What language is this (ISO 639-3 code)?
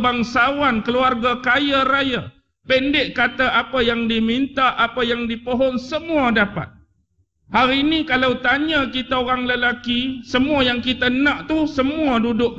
msa